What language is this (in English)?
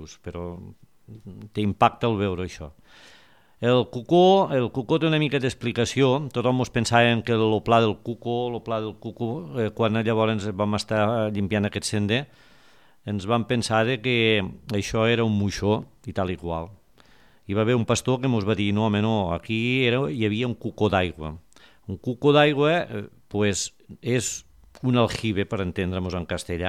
Catalan